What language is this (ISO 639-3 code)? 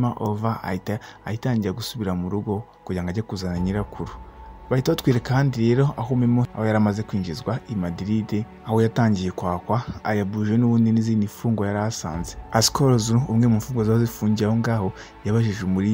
kin